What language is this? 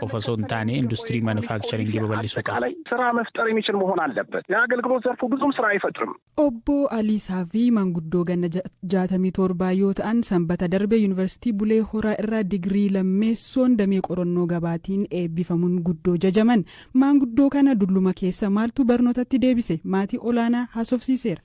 Oromo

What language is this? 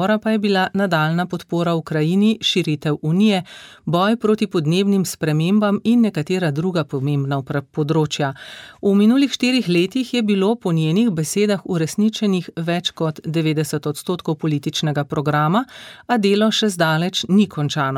Slovenian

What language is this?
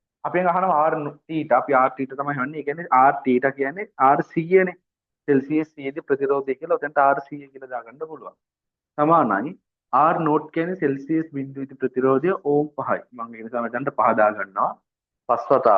Sinhala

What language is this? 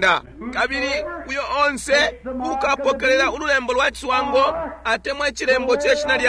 Bemba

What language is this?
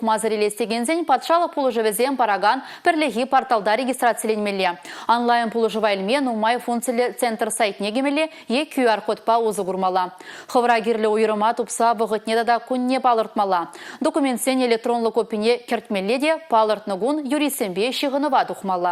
Chuvash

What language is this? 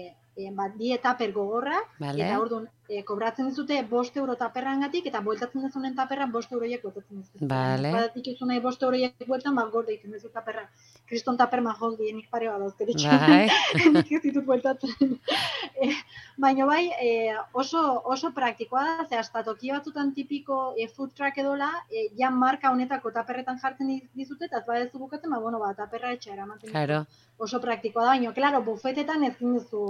Basque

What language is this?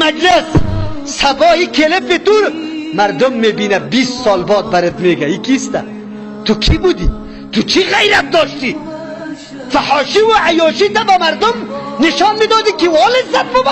Tajik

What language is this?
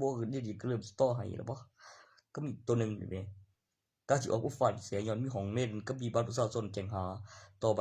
Northeastern Thai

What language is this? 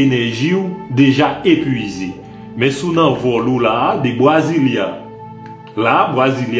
Haitian Creole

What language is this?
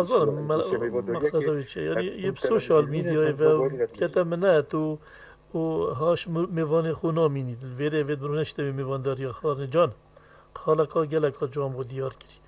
Kurdish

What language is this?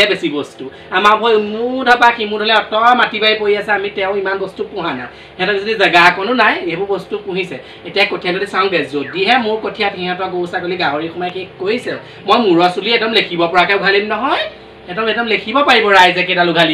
Assamese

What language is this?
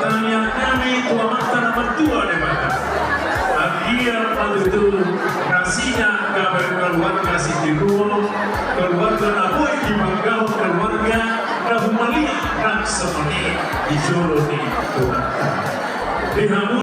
Batak Toba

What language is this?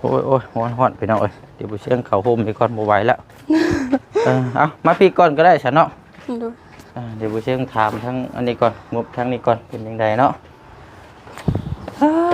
Lao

